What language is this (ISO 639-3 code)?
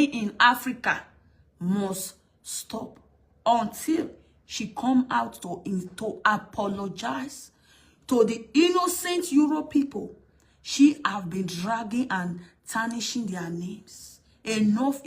pcm